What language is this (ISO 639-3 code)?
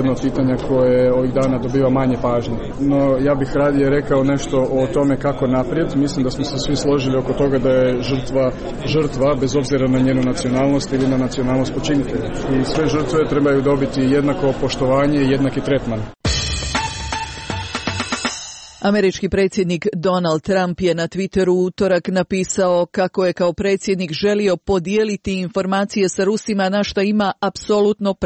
hrv